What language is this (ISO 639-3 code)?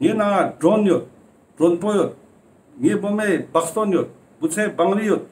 lbj